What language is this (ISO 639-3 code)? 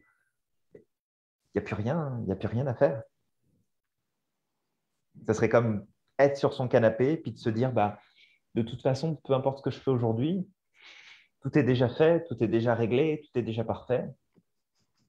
fra